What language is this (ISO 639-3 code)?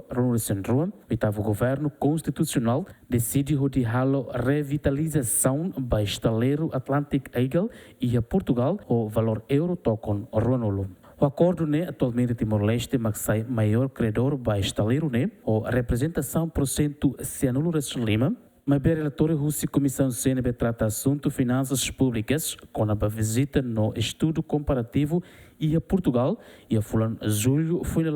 tet